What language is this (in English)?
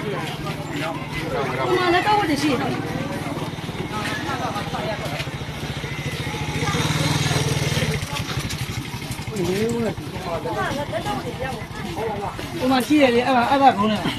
Burmese